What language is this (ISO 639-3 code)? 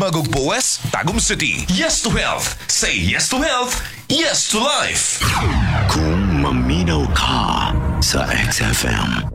ceb